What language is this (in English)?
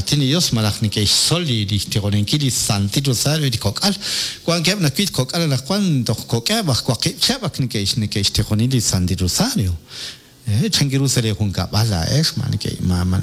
Kekchí